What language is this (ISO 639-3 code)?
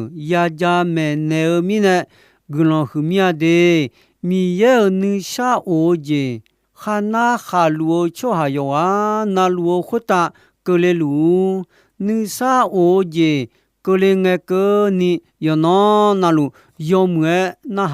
ahk